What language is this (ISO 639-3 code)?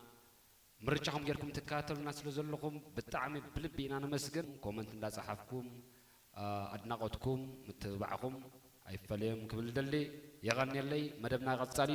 tir